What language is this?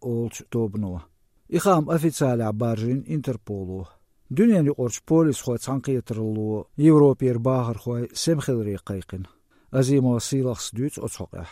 Chechen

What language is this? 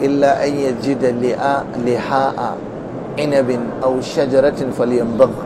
Hausa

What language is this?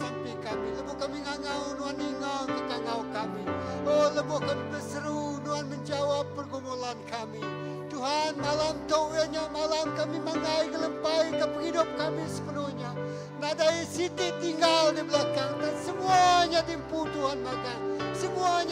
Iban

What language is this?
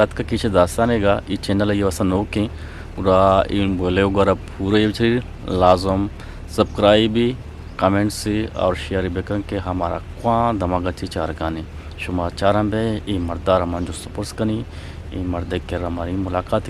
Eastern Balochi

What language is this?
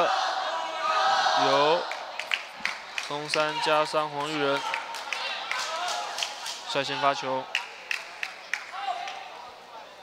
Chinese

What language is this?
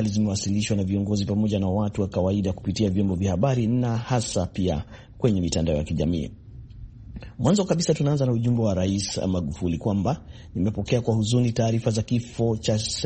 Swahili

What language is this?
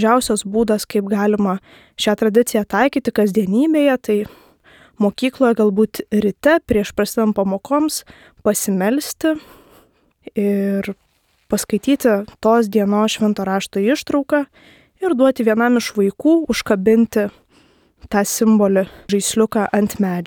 Lithuanian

